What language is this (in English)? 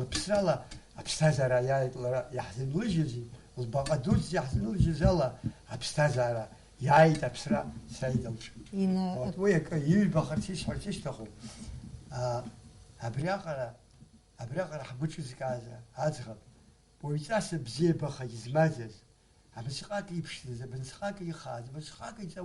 Abkhazian